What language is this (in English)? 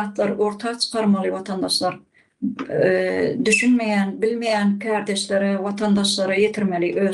Turkmen